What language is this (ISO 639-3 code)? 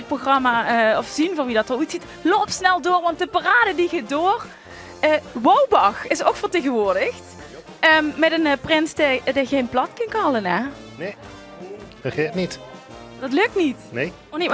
lim